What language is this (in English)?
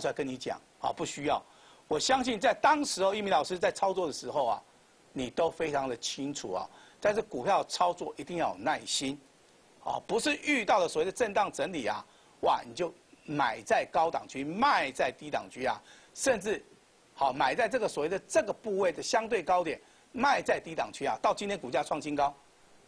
Chinese